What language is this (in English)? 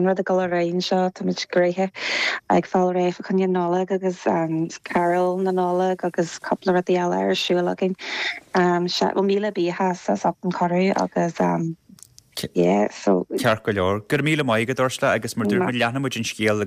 Irish